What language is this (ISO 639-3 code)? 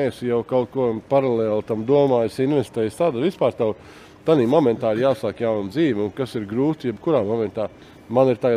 lav